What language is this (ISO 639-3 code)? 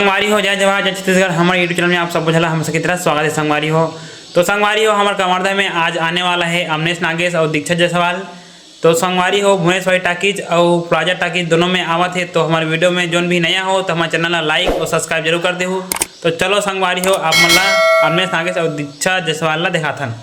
hne